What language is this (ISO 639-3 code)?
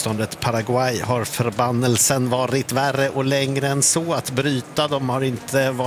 swe